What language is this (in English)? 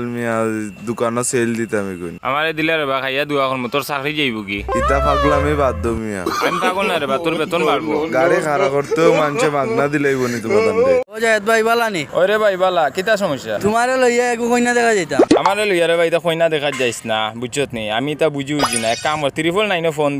Sylheti